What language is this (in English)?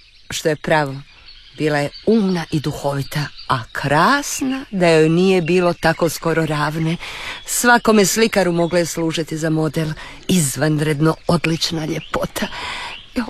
Croatian